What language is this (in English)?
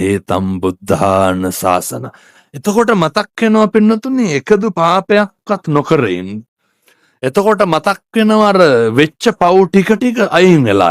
Sinhala